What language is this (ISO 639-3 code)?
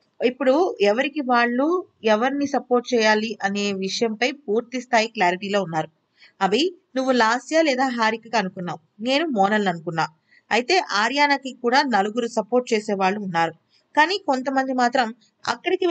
tel